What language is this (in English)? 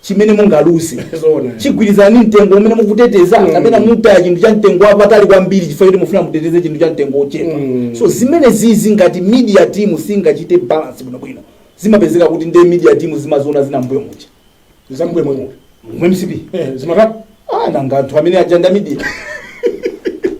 Nyanja